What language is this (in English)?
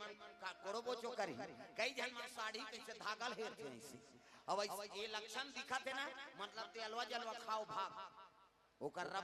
Chhattisgarhi